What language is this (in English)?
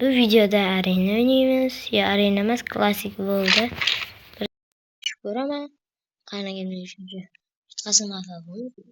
Uzbek